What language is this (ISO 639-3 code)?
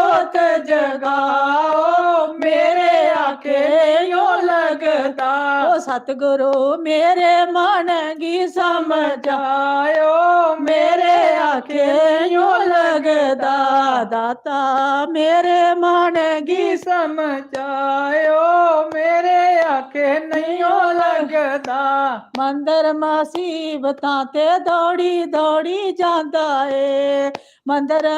doi